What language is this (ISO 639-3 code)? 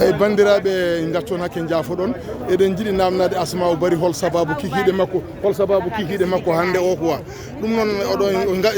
ful